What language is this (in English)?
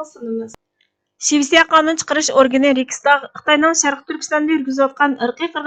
Uyghur